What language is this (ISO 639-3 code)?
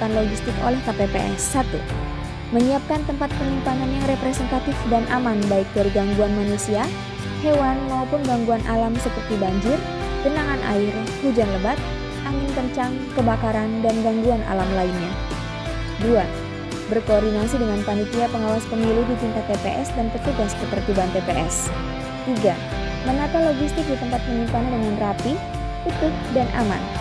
ind